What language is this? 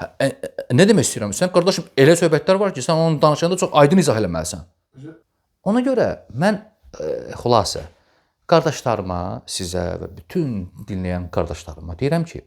Azerbaijani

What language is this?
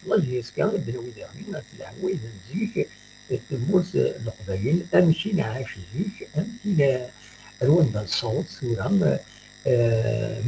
Kabyle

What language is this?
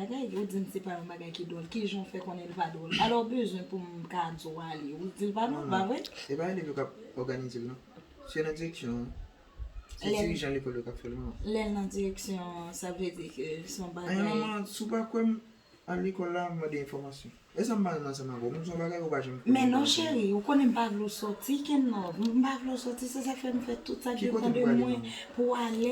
Haitian Creole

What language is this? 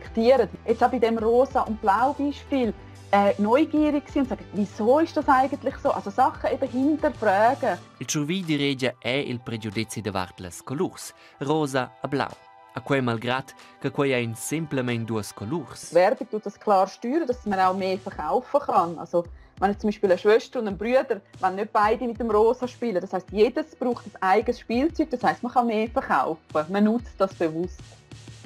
Romansh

